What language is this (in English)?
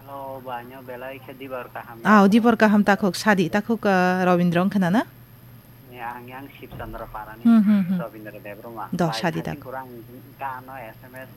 Kok Borok